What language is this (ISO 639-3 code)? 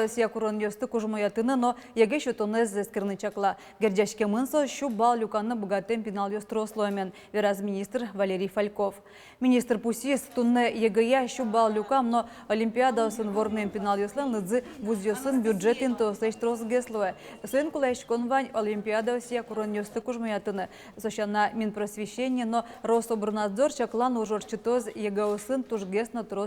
udm